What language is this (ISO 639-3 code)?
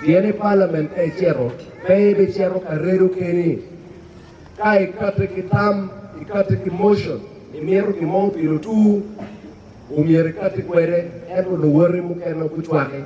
ach